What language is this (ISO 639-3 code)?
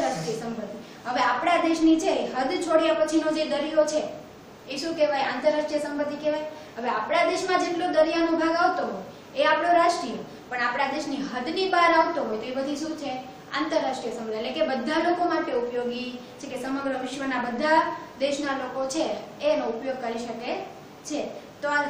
guj